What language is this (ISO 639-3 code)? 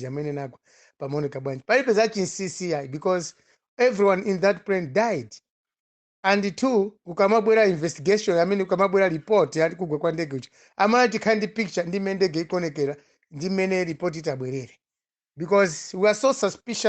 nya